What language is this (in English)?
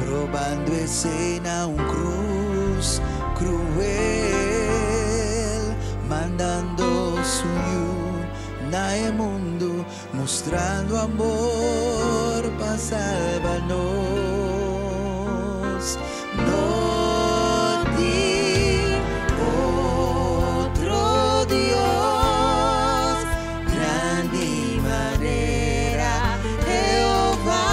Papiamento